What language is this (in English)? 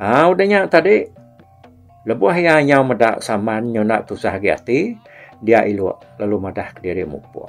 Iban